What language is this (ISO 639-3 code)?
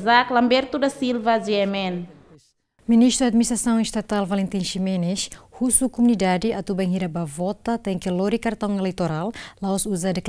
tet